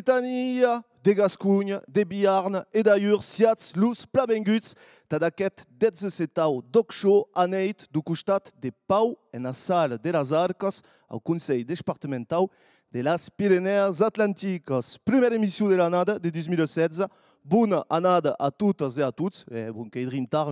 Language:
Occitan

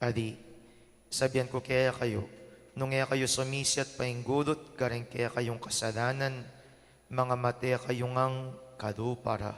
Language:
Pampanga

